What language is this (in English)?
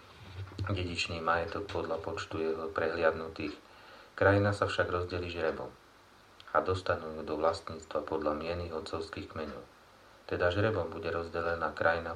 Slovak